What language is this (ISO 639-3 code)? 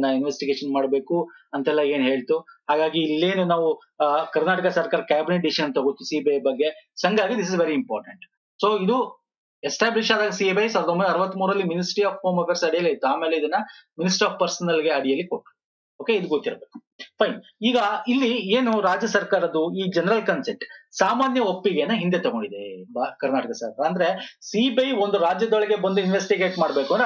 kan